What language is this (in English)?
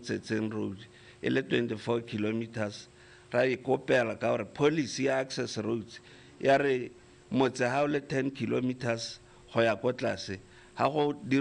Tswana